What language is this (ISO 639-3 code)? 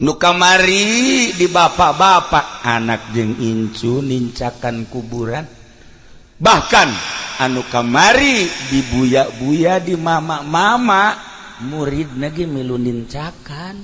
sun